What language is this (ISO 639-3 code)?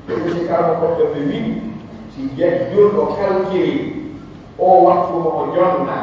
fuf